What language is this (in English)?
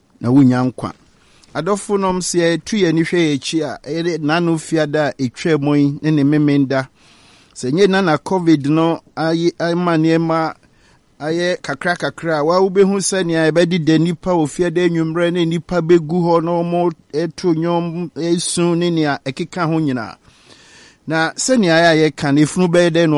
Akan